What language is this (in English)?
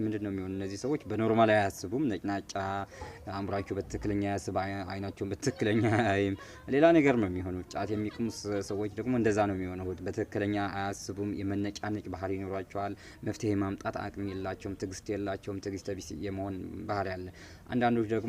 Amharic